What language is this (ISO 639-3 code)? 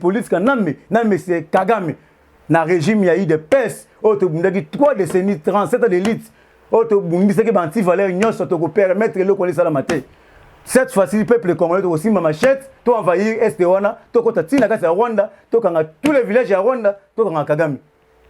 lin